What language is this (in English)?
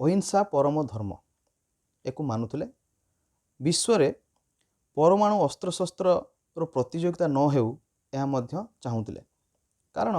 Odia